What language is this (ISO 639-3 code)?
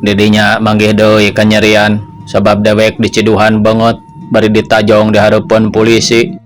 sun